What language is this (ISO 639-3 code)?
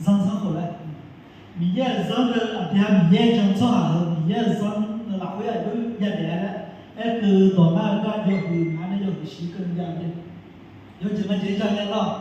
ahk